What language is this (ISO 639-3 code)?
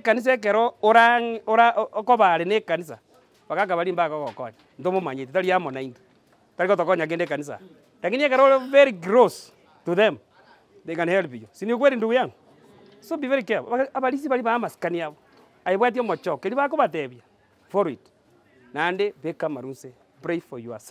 guz